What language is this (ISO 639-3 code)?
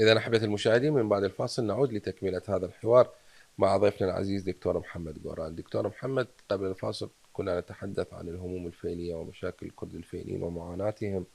acm